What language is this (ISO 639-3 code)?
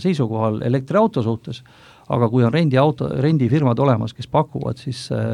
est